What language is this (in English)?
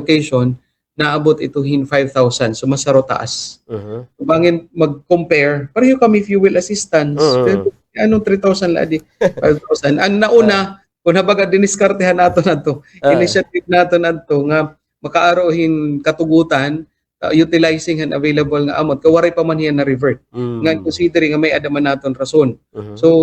Waray